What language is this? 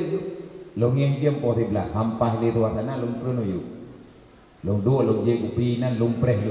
Achinese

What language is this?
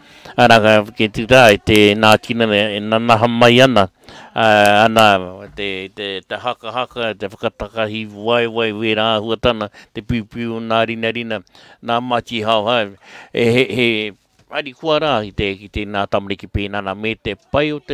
Māori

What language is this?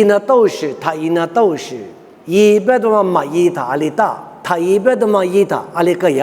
Lisu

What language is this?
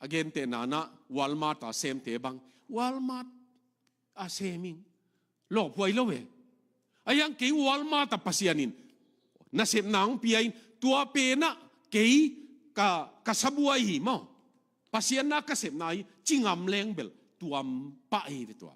Tedim Chin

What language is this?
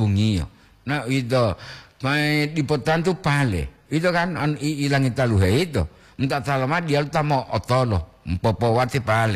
Gorontalo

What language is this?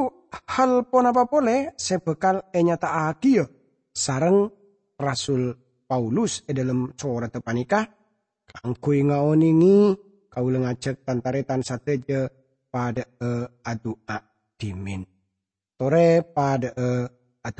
Madurese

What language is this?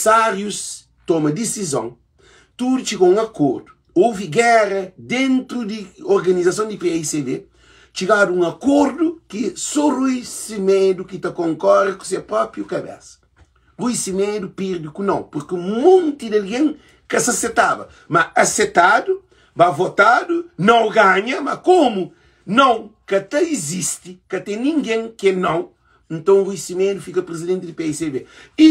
Kabuverdianu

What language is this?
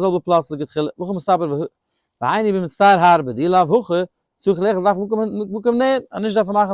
Yiddish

